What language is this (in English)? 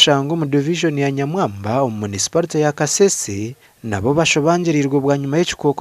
Nyankole